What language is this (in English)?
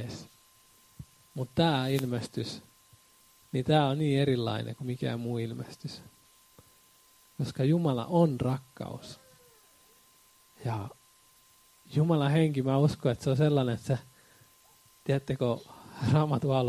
Finnish